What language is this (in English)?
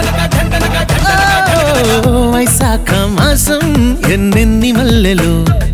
Telugu